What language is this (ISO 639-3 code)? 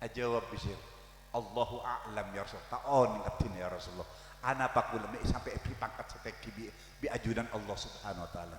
mad